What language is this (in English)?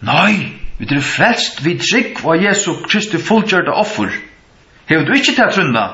Faroese